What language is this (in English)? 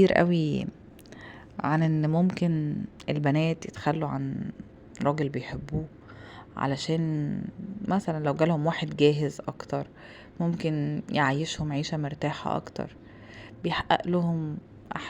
Egyptian Arabic